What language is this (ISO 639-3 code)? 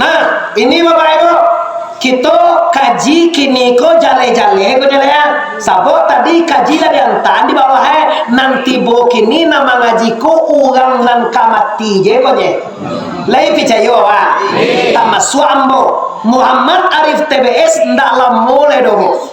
min